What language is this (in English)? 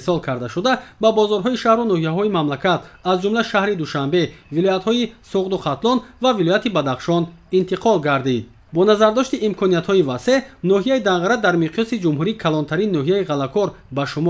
Tajik